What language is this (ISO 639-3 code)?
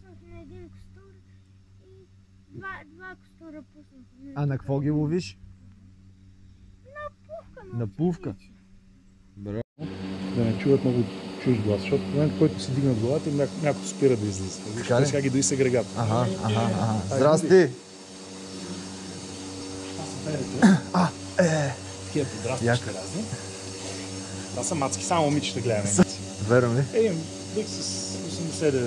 bul